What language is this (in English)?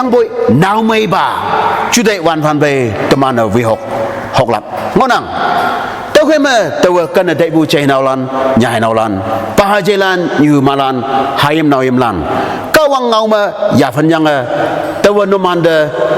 Konyak Naga